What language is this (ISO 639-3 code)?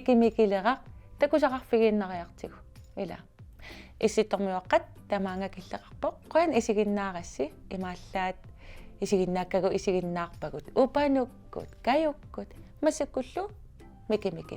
kal